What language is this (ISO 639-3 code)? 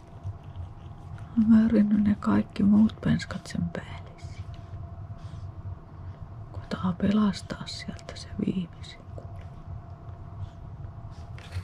fin